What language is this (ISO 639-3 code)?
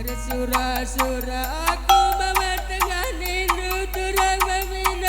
btx